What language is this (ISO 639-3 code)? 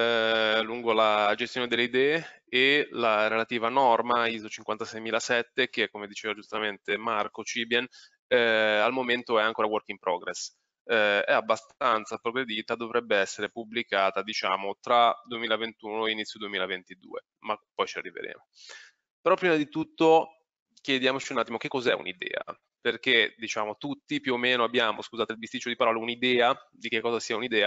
ita